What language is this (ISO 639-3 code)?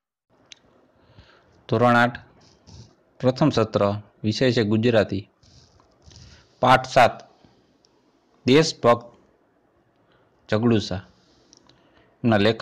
guj